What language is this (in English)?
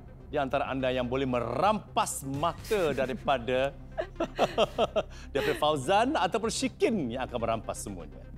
Malay